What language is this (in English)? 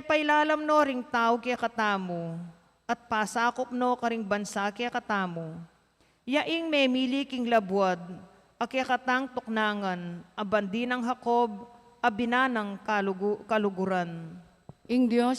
Pampanga